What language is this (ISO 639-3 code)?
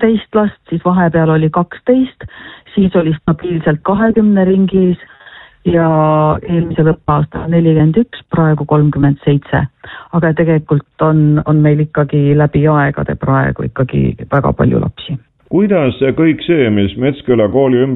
est